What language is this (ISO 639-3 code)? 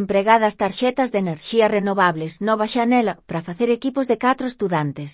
glg